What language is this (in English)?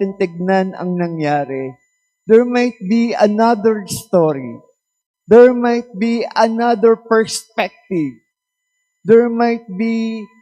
Pampanga